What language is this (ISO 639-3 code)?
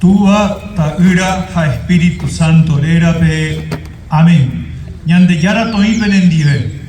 grn